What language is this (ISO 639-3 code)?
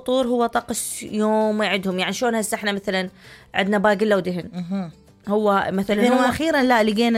acm